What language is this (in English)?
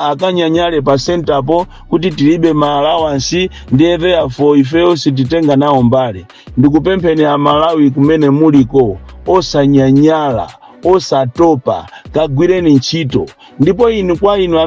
Nyanja